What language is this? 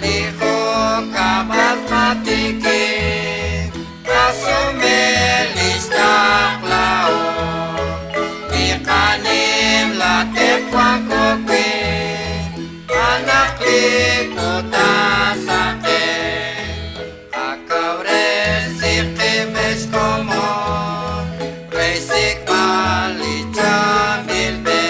Kekchí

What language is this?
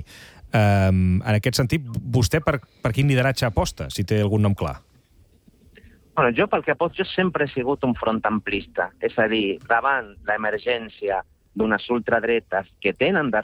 Catalan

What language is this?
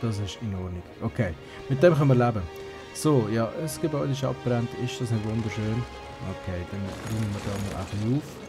Swiss German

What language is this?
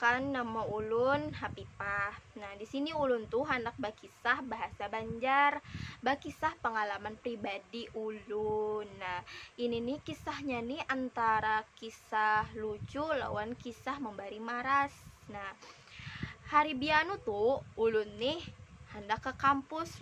Banjar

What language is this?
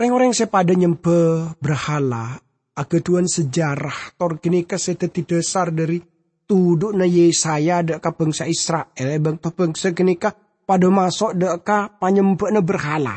Madurese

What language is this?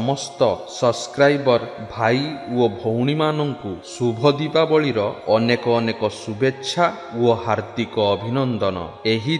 Odia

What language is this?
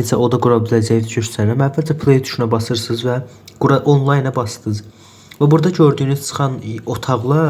Azerbaijani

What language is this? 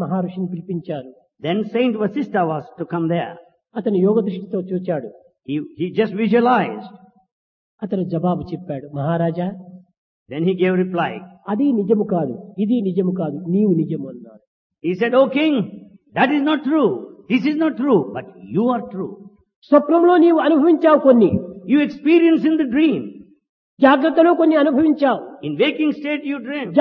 Telugu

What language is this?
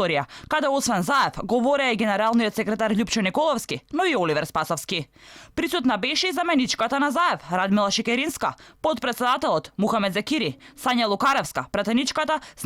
Macedonian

